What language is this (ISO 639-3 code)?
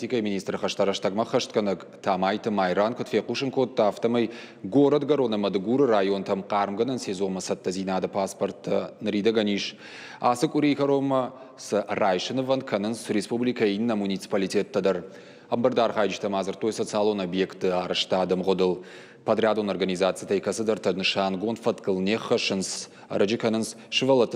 oss